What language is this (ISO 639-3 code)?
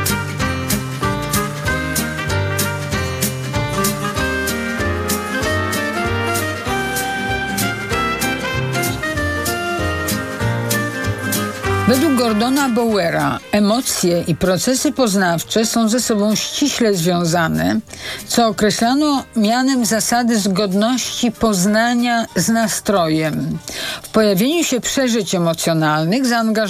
pol